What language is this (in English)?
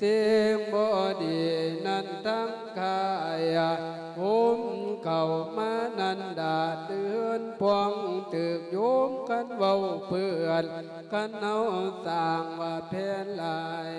Lao